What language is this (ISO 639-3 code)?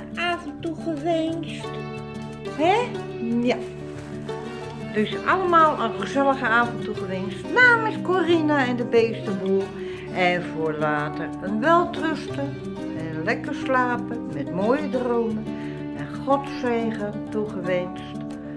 nld